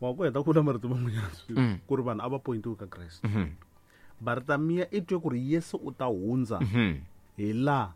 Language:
Tsonga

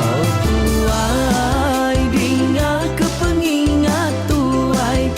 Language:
Iban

